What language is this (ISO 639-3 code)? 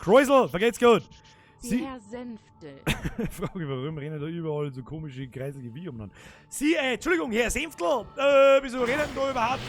bar